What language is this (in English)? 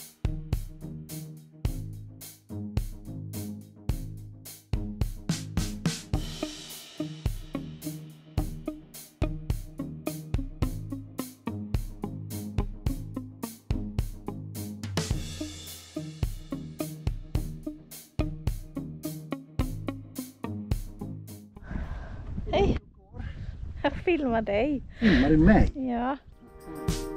Swedish